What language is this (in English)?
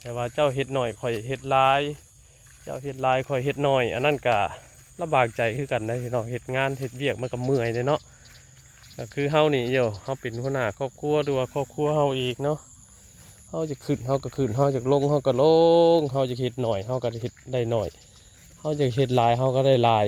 Northeastern Thai